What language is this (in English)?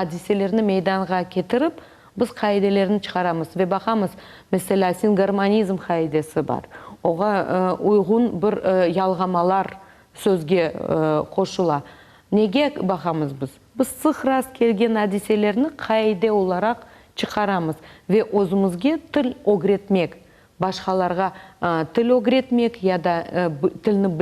Crimean Tatar